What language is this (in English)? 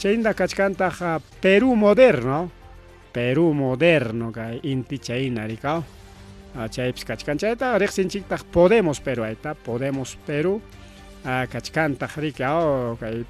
Ayacucho Quechua